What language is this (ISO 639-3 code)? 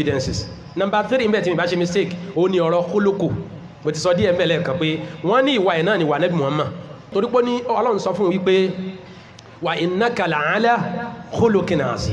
yor